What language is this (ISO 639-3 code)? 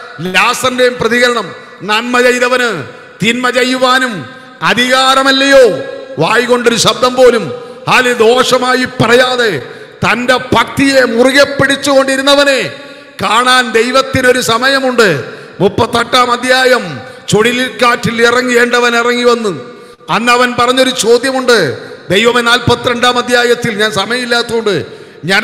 mal